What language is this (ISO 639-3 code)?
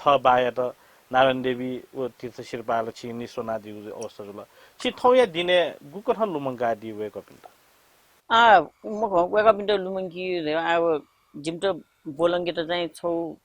new